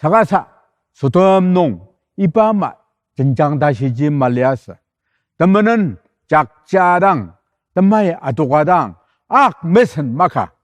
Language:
Ao Naga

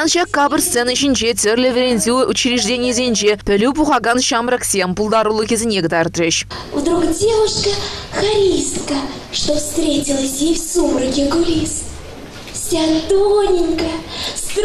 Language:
Chuvash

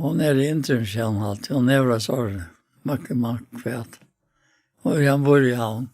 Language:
Faroese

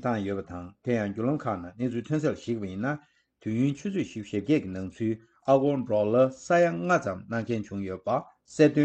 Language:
Tibetan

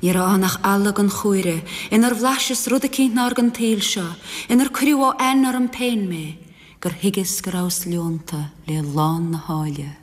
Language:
Irish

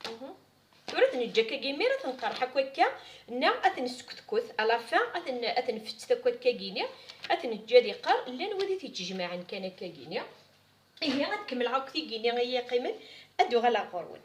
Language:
Kabyle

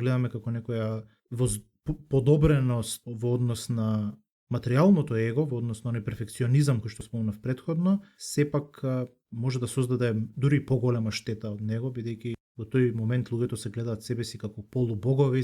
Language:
Macedonian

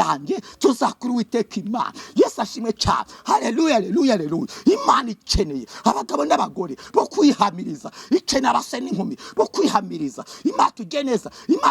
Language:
Kinyarwanda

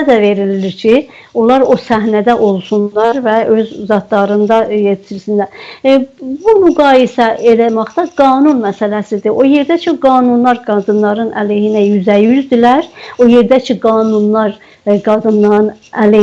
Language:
South Azerbaijani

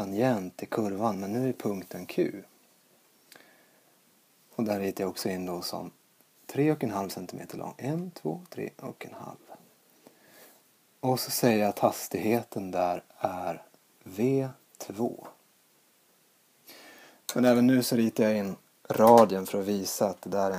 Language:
Swedish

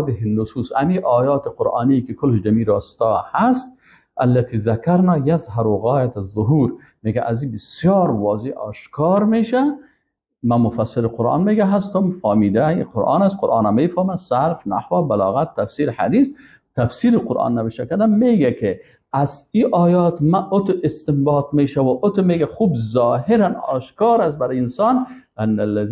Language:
Persian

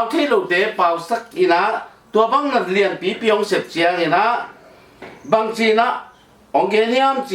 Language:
Tedim Chin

